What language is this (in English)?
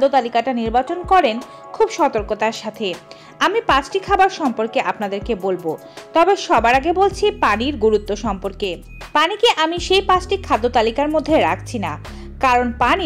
Bangla